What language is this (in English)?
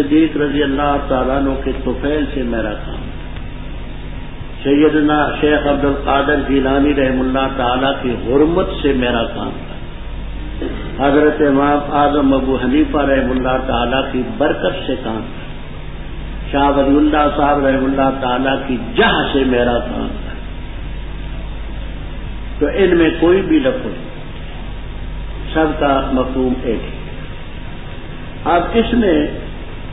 Urdu